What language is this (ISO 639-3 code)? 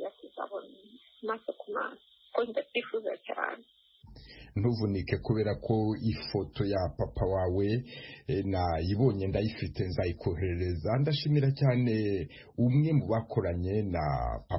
kin